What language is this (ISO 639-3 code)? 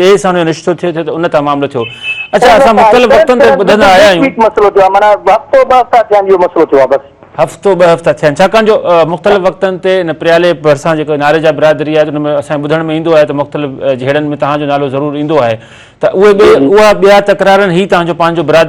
snd